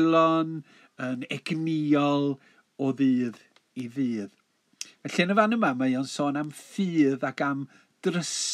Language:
Welsh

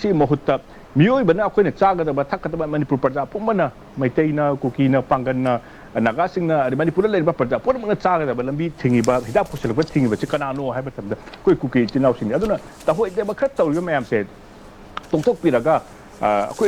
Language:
Manipuri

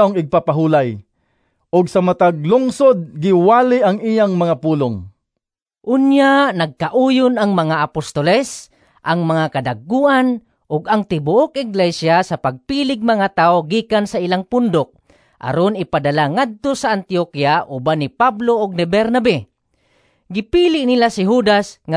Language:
Cebuano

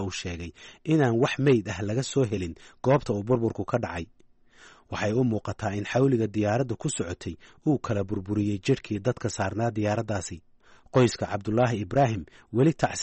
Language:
Somali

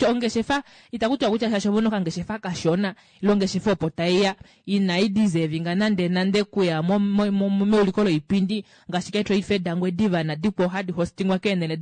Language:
Kuanyama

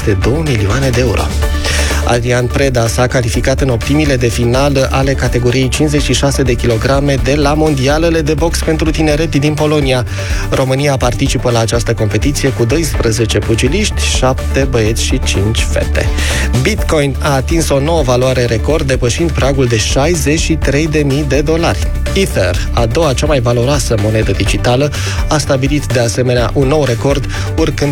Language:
Romanian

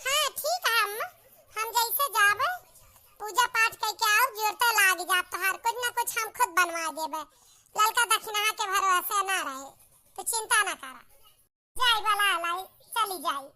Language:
Awadhi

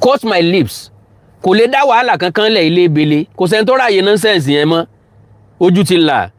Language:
Yoruba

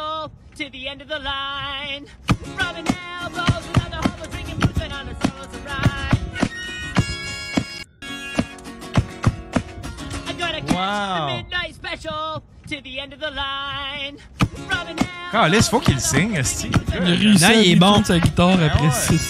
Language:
French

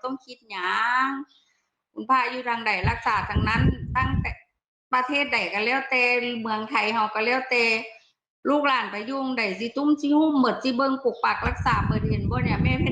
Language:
Northeastern Thai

